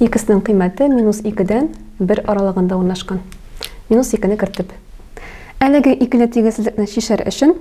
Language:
Tatar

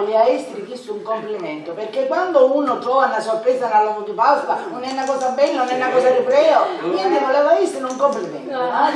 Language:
Sicilian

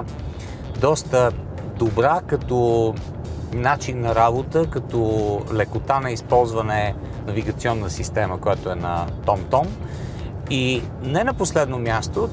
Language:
Bulgarian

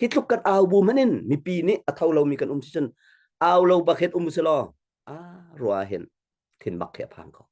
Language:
Hakha Chin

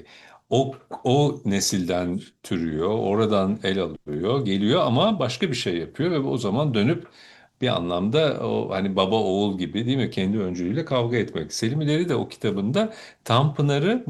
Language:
Turkish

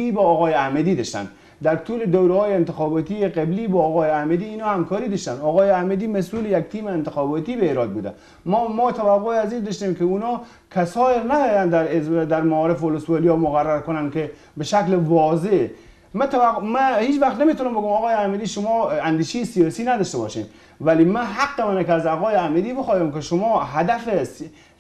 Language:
Persian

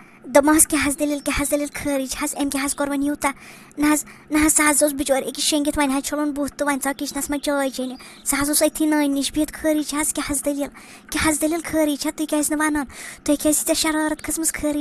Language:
Kashmiri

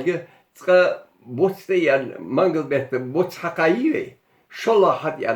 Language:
Ingush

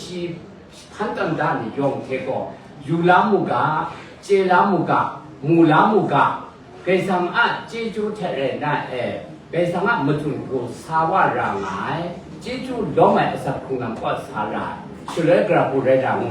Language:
Kachin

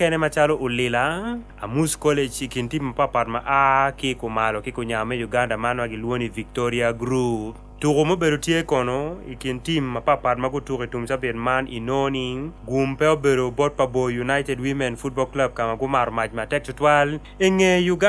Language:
Acoli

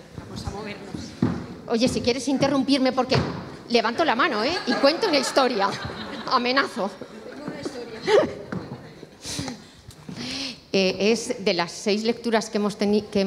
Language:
Spanish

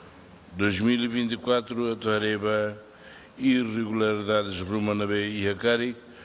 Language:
Tetum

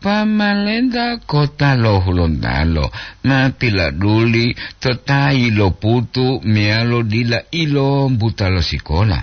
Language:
Gorontalo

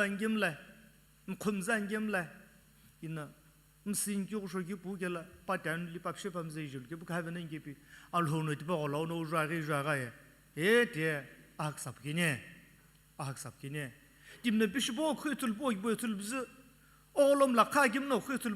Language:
Sumi Naga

